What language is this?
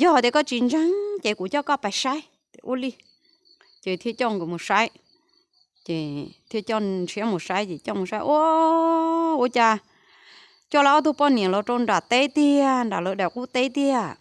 Hmong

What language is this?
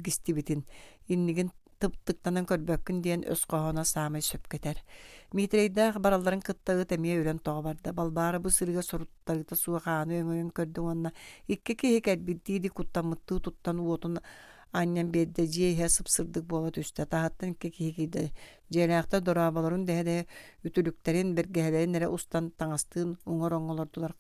Yakut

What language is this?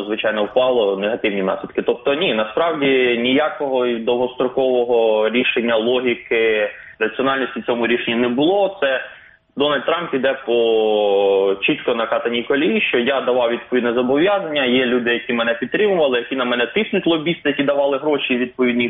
Ukrainian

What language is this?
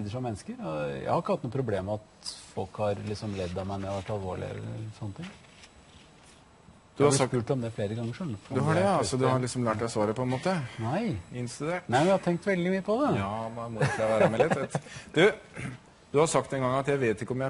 Norwegian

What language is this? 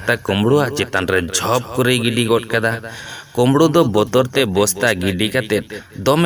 Santali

